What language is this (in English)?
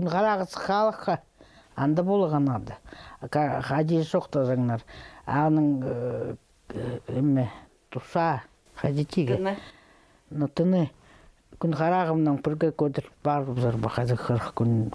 Khakas